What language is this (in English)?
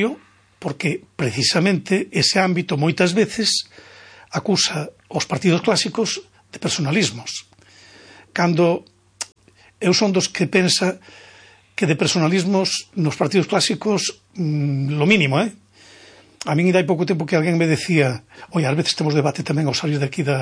Galician